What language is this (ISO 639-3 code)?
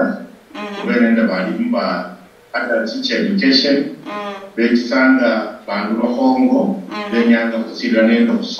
luy